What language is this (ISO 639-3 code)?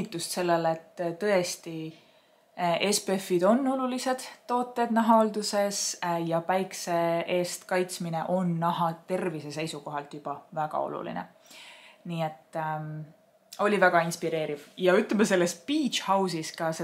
est